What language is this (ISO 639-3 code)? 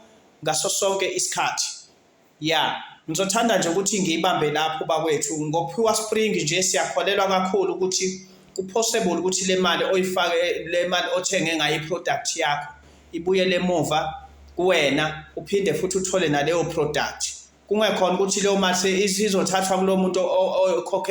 zul